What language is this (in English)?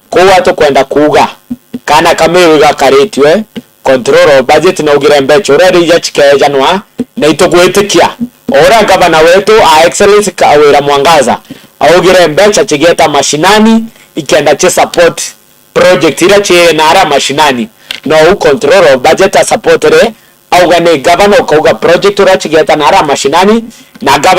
Meru